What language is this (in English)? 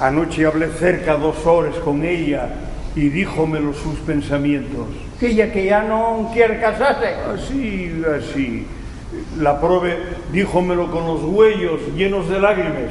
Asturian